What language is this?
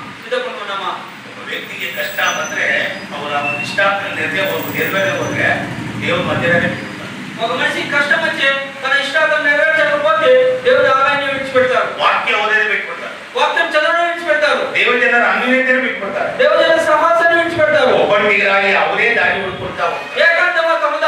Kannada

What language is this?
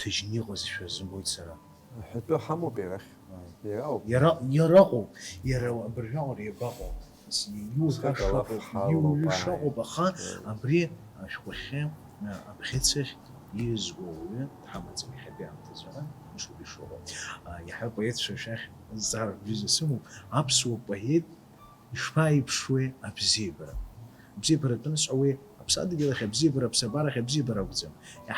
Abkhazian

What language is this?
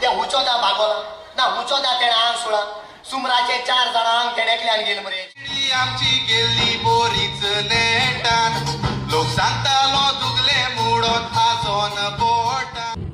Konkani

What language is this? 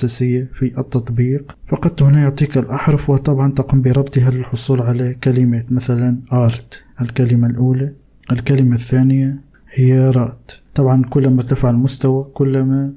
Arabic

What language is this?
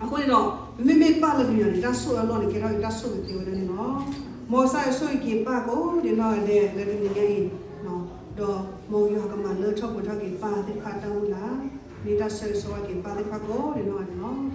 S'gaw Karen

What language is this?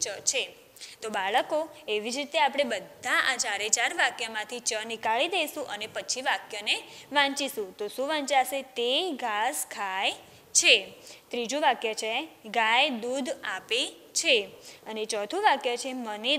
Gujarati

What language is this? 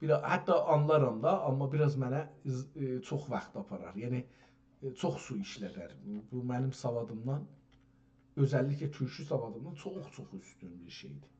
South Azerbaijani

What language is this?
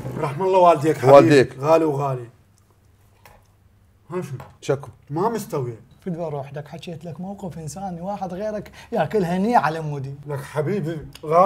Mesopotamian Arabic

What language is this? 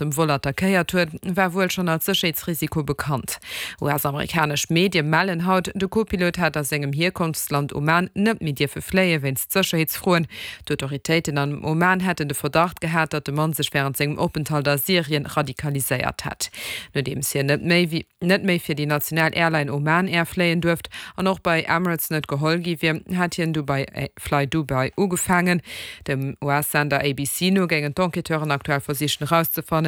Luxembourgish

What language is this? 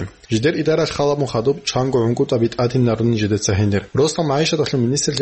Avaric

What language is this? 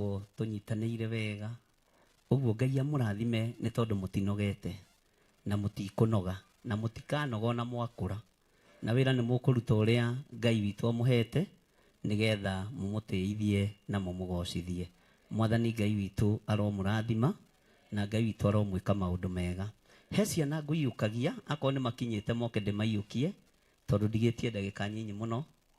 Kikuyu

